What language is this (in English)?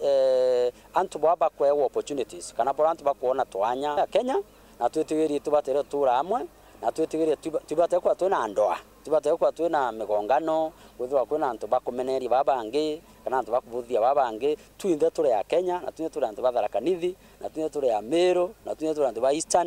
Meru